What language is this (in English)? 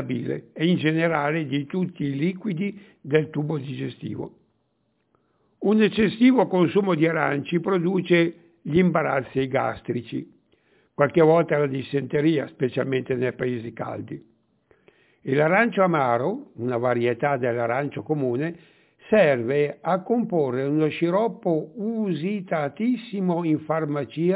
Italian